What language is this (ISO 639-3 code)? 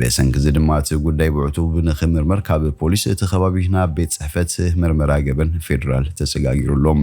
tir